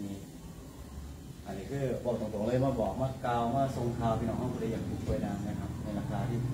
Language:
Thai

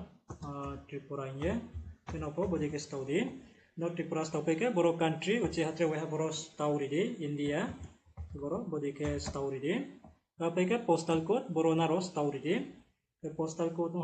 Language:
Riang (India)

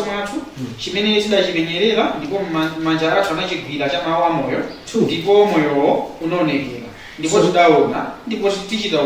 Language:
Nyanja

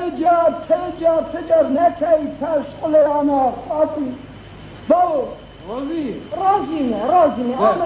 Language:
Kurdish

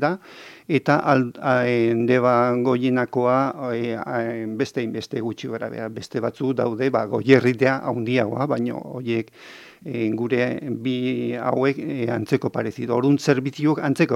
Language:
Basque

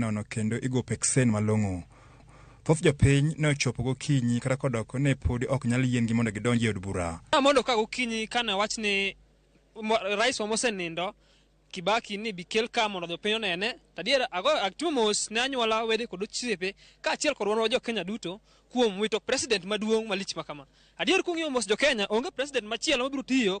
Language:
Luo (Kenya and Tanzania)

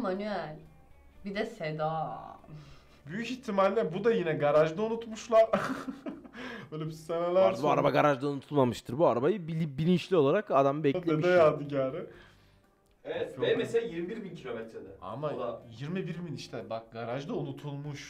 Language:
Turkish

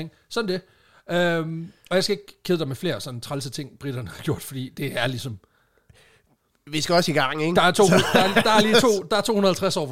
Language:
Danish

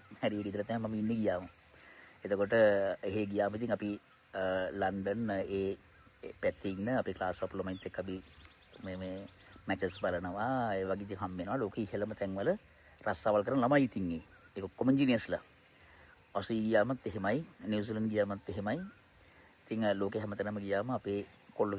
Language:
Sinhala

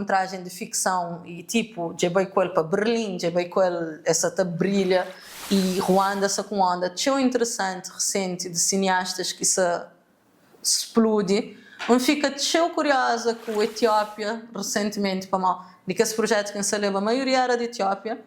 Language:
Kabuverdianu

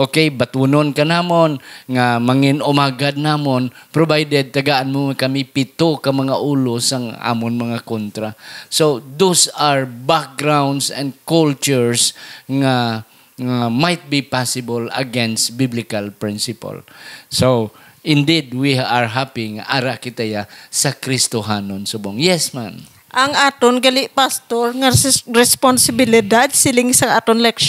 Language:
Hiligaynon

